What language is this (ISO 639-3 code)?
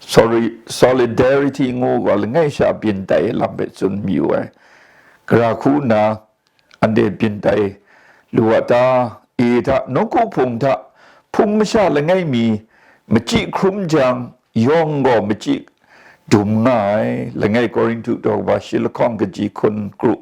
kac